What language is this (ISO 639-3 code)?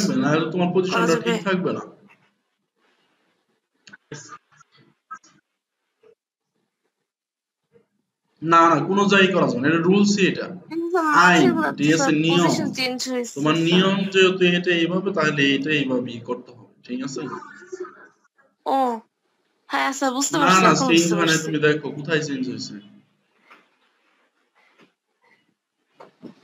ben